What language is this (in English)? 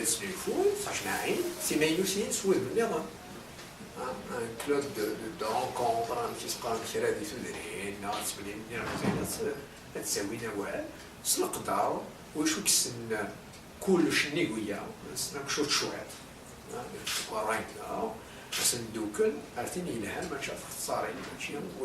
Kabyle